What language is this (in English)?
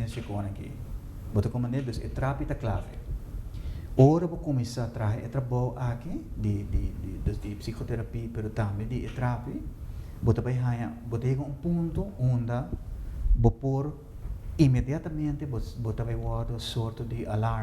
Papiamento